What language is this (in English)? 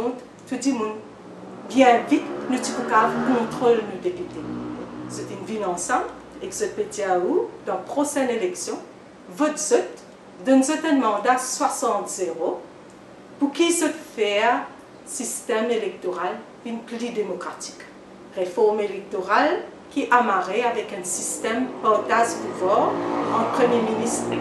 Morisyen